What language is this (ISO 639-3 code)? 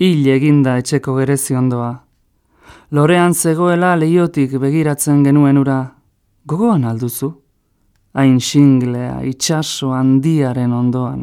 eus